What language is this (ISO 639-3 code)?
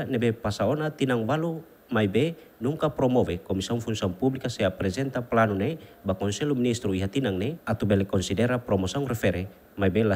tet